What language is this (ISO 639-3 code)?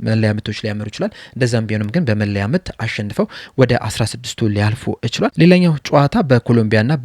amh